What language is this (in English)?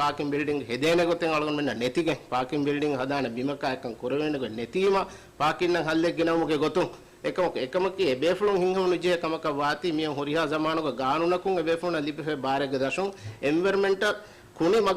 Divehi